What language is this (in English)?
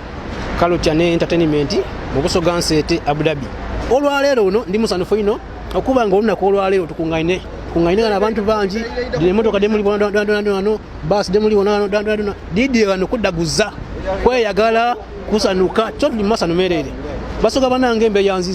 Soga